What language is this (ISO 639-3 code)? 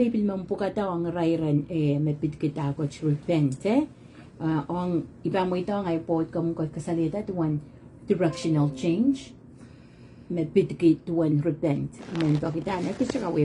pon